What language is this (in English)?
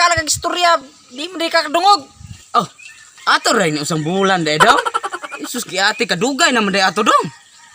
Cebuano